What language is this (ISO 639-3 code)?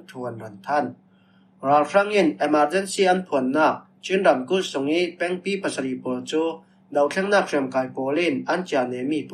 cfm